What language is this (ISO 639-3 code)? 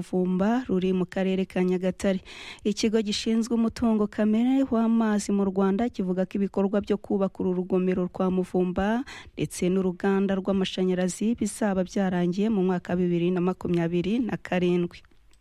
kin